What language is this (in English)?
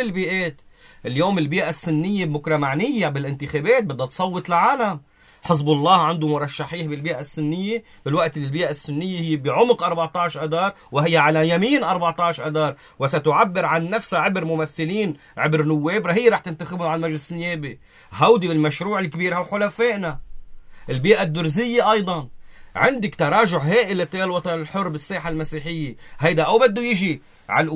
North Levantine Arabic